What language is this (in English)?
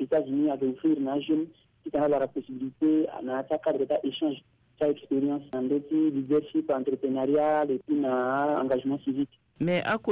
Sango